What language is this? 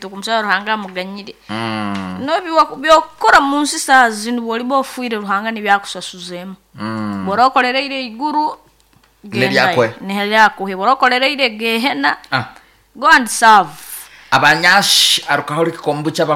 Nyoro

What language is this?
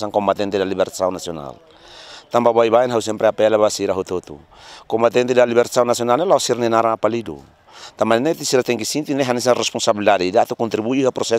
Tetum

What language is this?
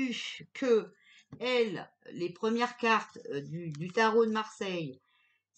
French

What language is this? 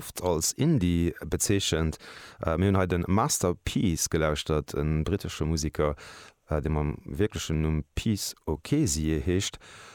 Luxembourgish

